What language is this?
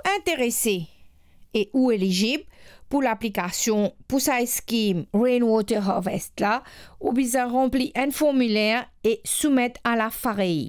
Morisyen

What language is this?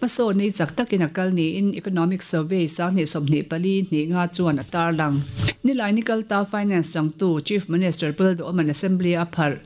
Mizo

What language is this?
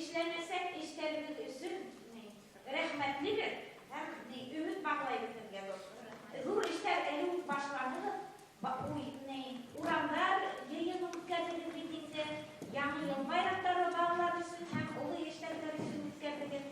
Bashkir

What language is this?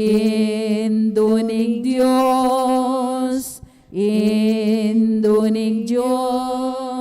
Pampanga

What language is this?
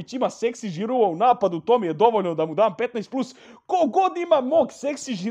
Croatian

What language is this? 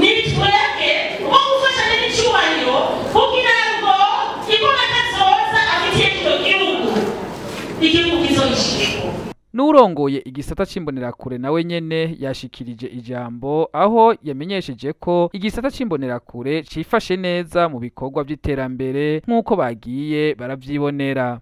Rundi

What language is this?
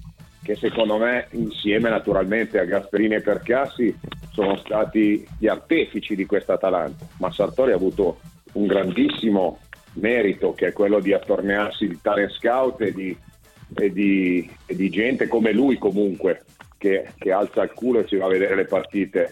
Italian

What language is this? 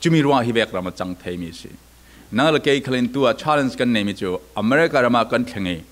Falam Chin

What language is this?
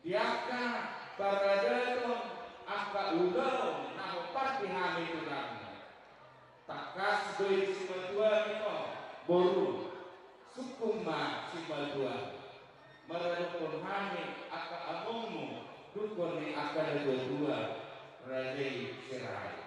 Batak Toba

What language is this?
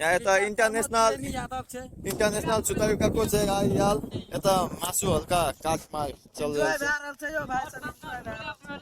Maithili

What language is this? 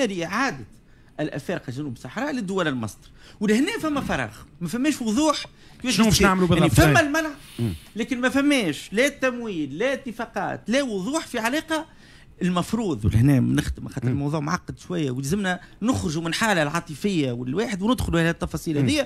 Tunisian Arabic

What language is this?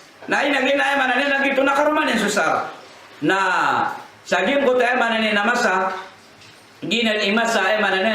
Maranao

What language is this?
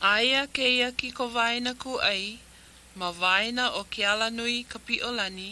Hawaiian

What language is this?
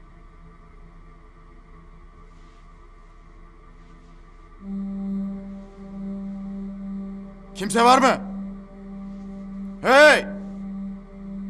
Turkish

